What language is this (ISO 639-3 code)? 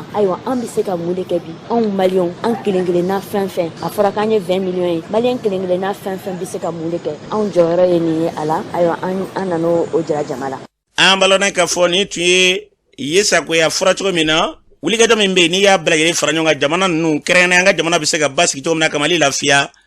bam